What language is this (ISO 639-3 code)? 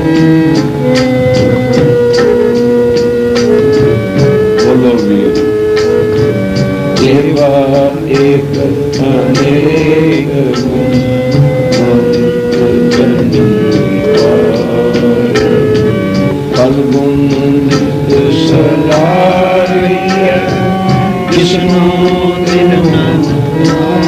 pan